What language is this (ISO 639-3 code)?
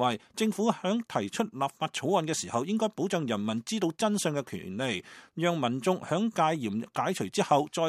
yue